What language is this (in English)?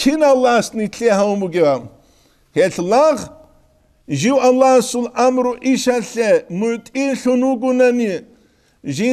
Avaric